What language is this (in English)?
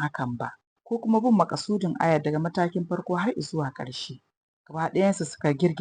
Hausa